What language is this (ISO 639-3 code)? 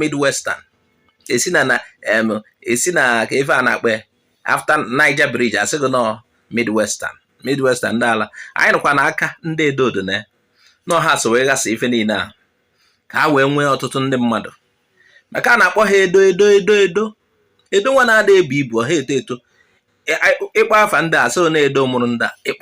ibo